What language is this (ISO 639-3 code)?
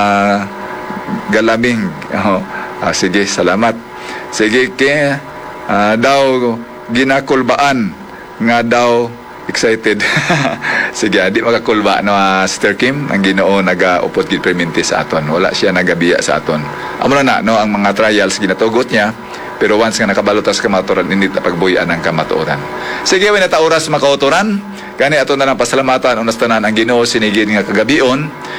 hil